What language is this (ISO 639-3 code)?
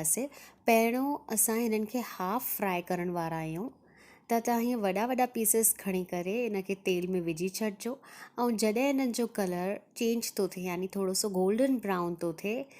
snd